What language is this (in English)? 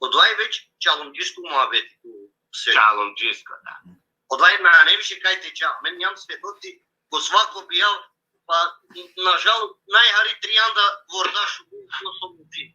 Balkan Romani